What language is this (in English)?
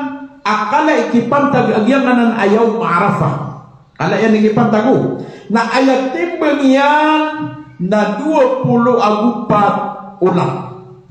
Maranao